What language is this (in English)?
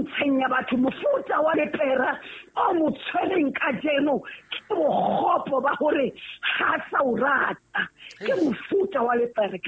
Southern Sotho